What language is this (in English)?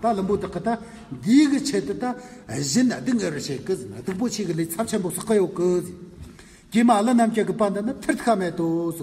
Amdo Tibetan